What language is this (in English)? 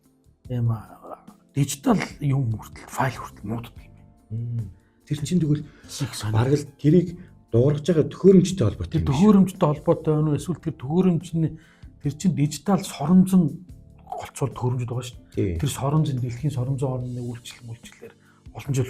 Mongolian